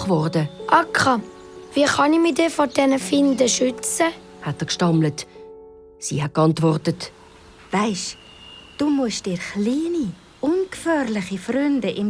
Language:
Swiss German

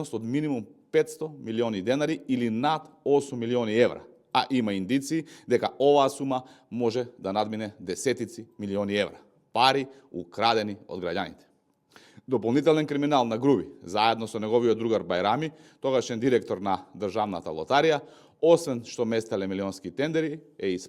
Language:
Macedonian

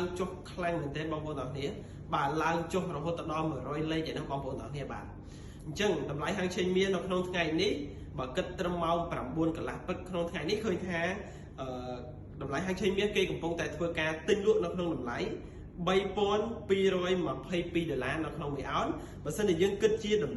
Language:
Khmer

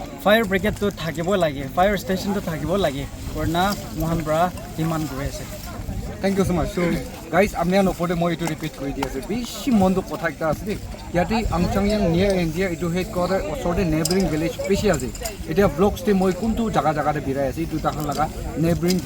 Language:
Naga Pidgin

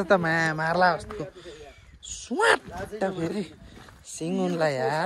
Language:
Nepali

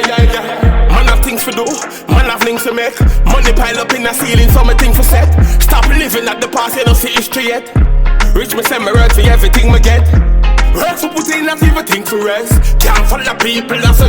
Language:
Jamaican Creole English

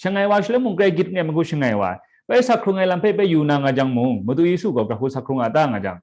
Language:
Kachin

